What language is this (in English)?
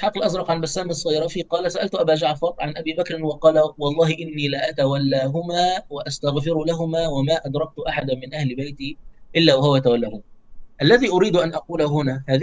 Arabic